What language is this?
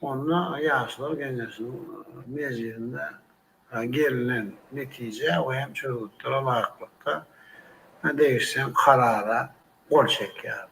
Turkmen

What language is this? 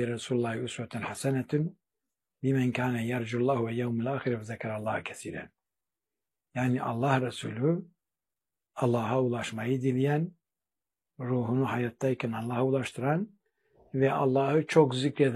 Turkish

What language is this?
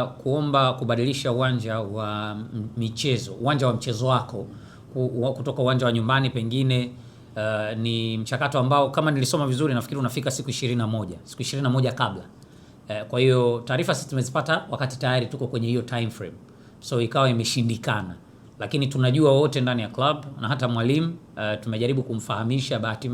Swahili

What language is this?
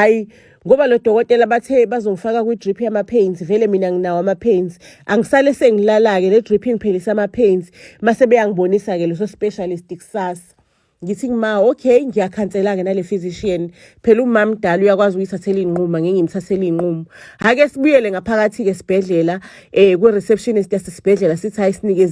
Zulu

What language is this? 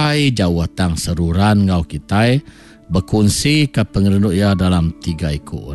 Iban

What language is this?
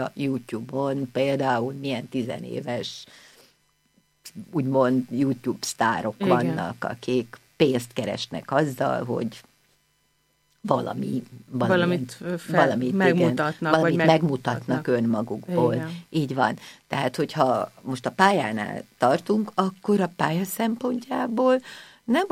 Hungarian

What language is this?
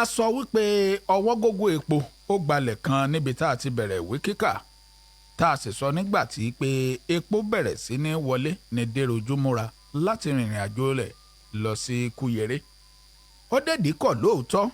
Yoruba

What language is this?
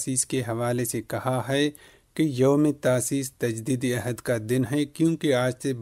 Urdu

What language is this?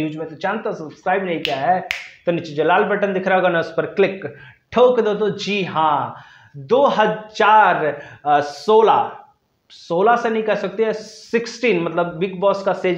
Hindi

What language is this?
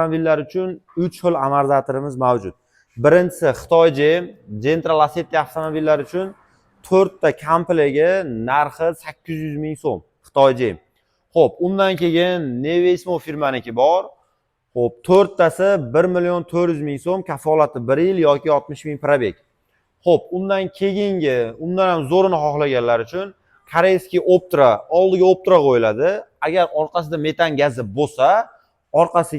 Uzbek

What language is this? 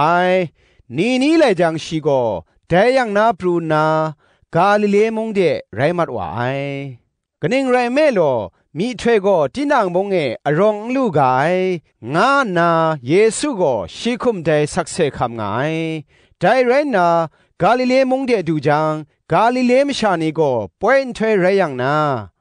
Kachin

